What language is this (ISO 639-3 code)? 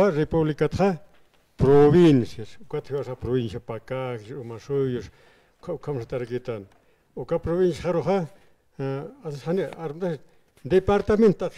aym